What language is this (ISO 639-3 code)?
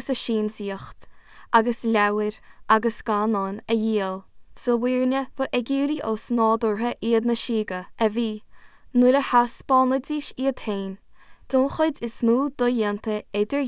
gle